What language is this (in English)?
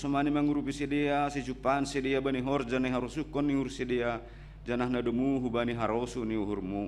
Batak Simalungun